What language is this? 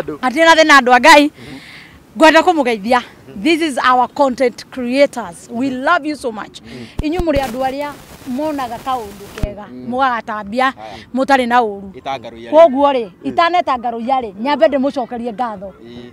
Kikuyu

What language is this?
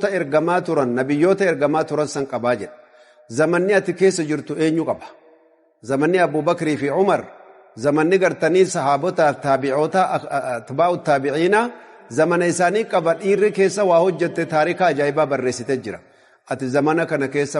Oromo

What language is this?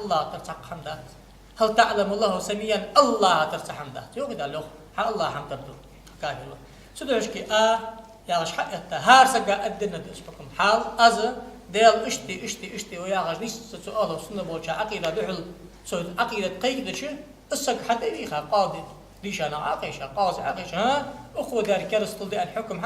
Ingush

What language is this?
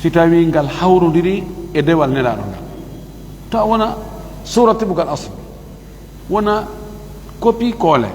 Fula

